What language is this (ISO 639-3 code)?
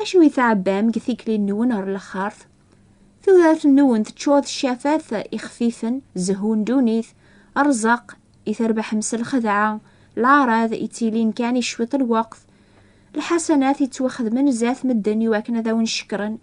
kab